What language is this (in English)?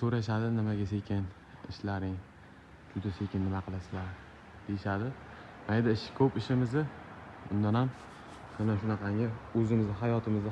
Uzbek